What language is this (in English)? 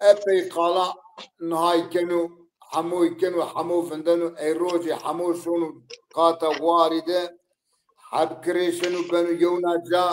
Zaza